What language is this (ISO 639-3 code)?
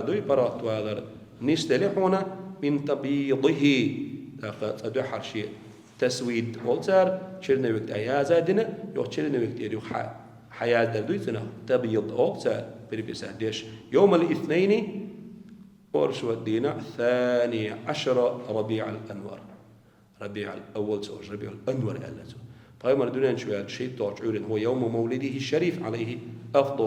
che